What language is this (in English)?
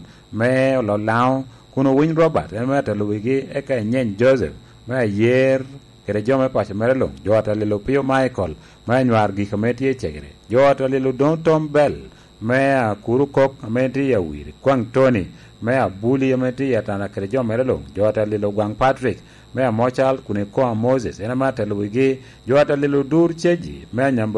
Lango (Uganda)